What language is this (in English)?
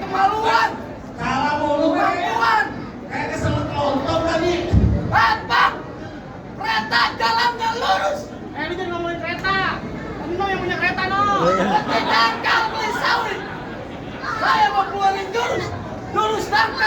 Betawi